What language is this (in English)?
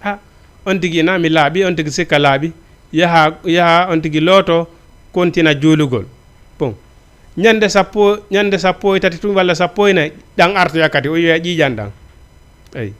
Fula